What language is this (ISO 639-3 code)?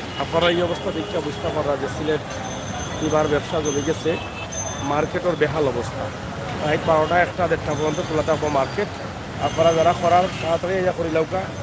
syl